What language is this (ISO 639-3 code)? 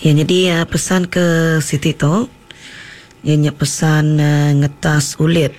iba